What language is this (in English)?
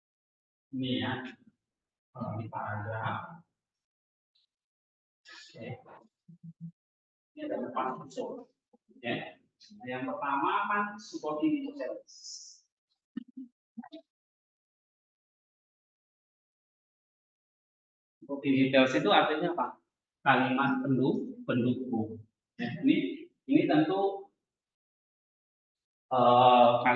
Indonesian